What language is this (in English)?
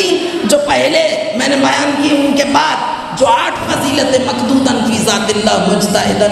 Urdu